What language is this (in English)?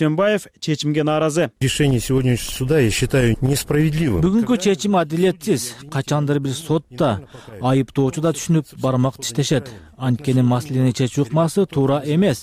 Kyrgyz